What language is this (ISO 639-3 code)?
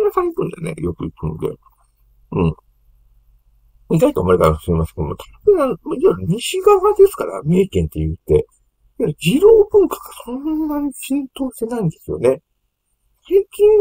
jpn